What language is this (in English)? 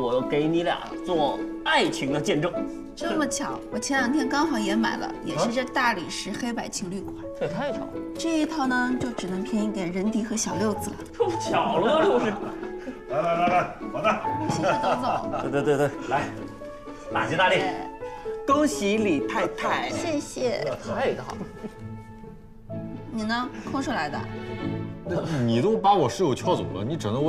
Chinese